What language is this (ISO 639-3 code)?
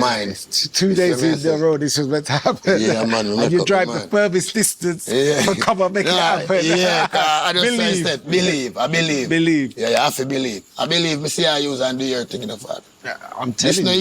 jam